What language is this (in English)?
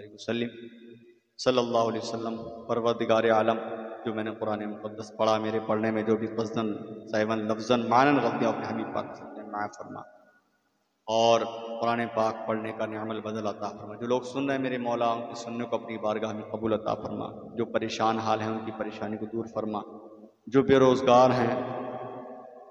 Arabic